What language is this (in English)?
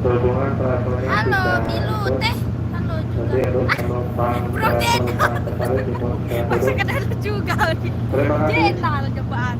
Sasak